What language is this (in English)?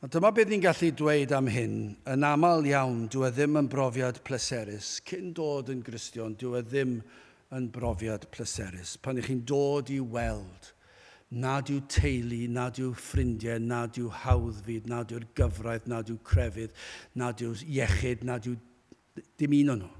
Welsh